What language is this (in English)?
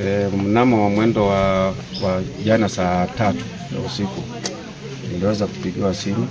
Swahili